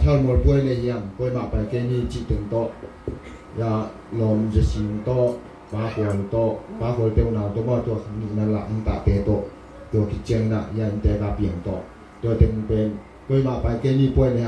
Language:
Tedim Chin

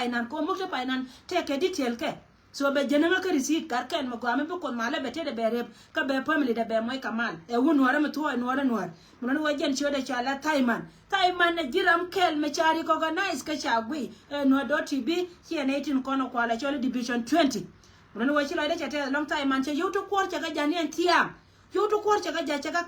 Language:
Nuer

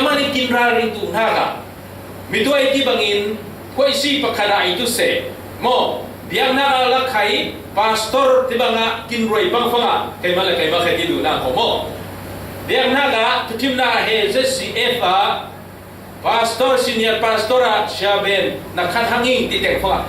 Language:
Falam Chin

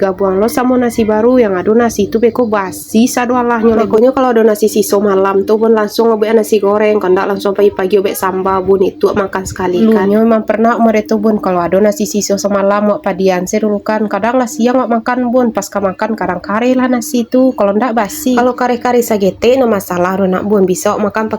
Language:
Minangkabau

